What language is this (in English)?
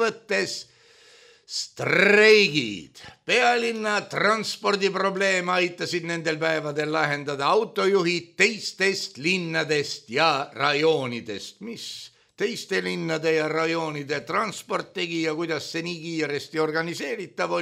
Estonian